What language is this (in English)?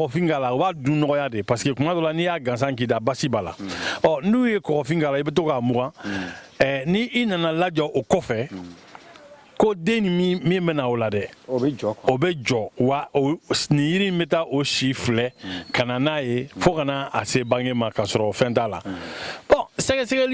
Bambara